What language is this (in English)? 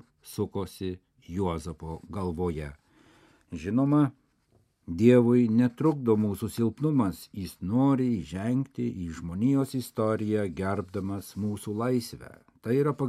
Lithuanian